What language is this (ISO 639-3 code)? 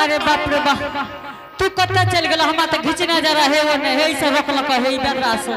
anp